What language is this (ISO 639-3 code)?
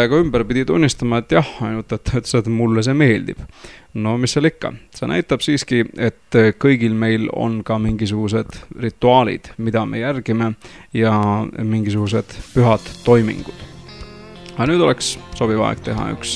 est